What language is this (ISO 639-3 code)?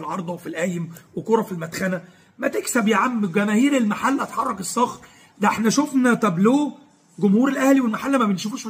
arz